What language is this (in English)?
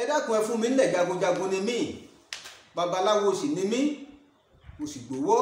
Yoruba